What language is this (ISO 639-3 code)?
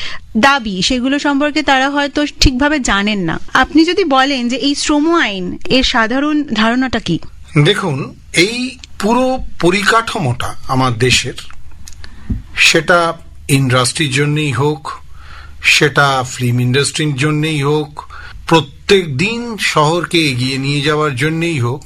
ben